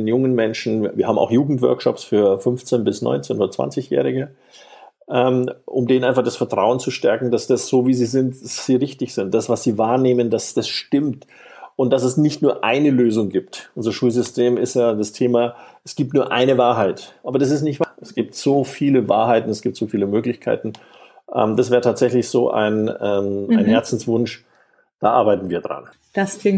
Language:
German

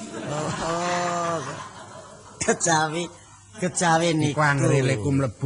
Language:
Javanese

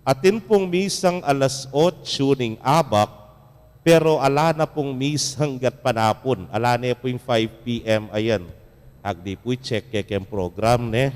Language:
Pampanga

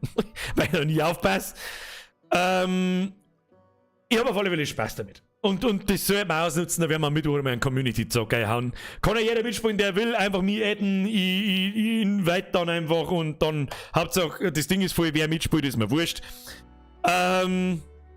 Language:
Bavarian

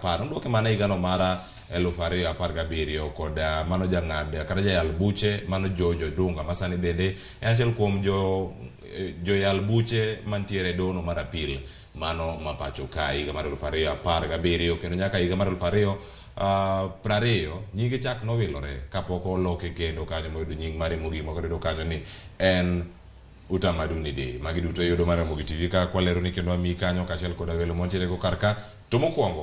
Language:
Luo (Kenya and Tanzania)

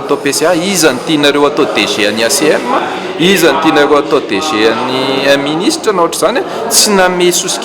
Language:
Malagasy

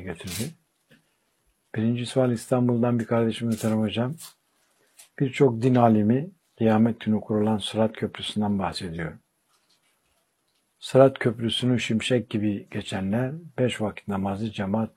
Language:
Turkish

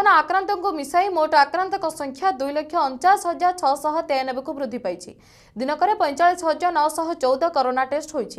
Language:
Odia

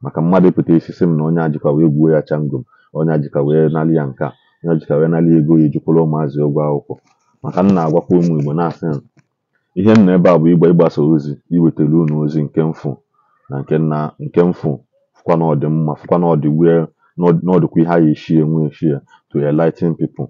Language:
Igbo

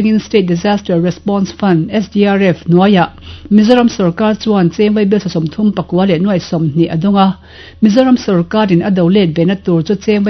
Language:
Mizo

